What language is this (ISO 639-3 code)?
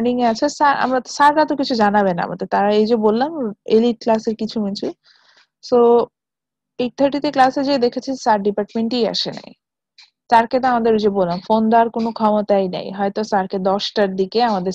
ben